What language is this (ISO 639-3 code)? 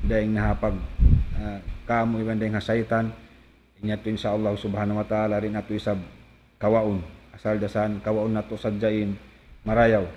tsg